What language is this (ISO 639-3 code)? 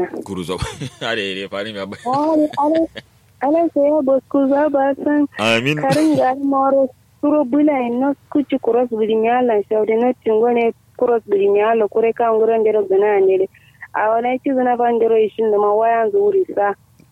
kau